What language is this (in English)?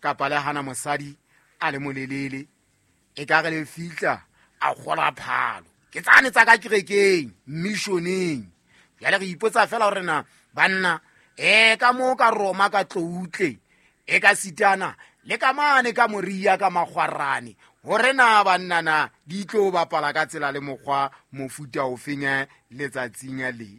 Southern Sotho